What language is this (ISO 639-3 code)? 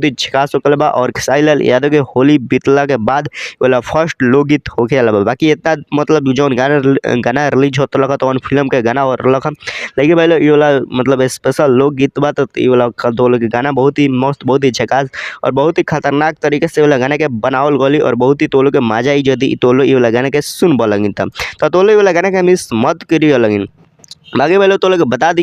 bho